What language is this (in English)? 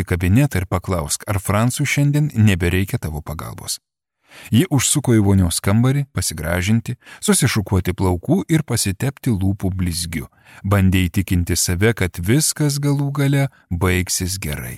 Lithuanian